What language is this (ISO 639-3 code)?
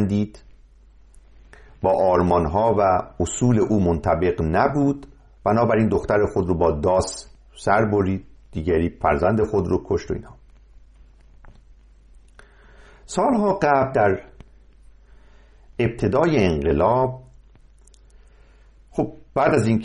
fas